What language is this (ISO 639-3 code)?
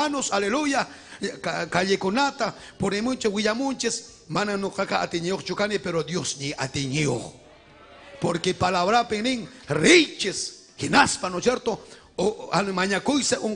quy